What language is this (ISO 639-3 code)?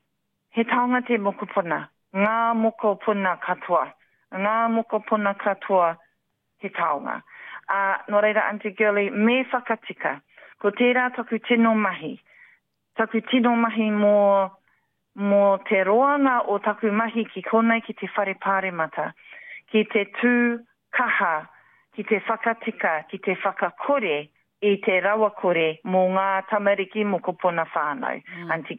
mri